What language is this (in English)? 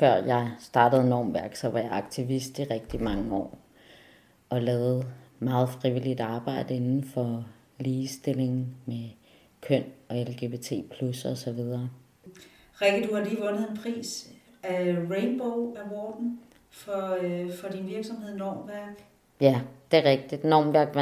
Danish